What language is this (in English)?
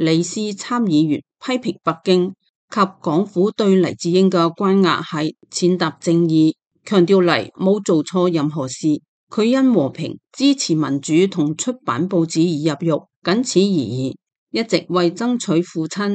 Cantonese